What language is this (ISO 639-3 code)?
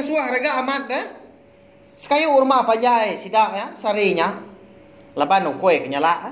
iba